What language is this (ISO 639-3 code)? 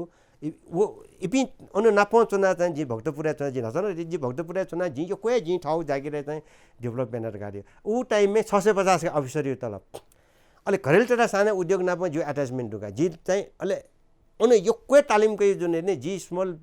new